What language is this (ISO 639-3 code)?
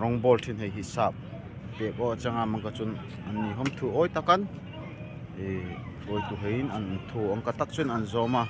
dln